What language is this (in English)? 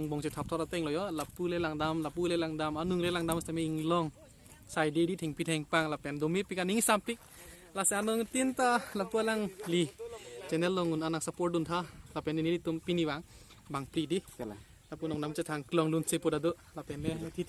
Karbi